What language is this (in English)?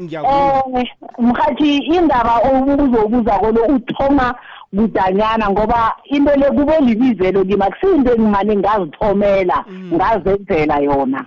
South Ndebele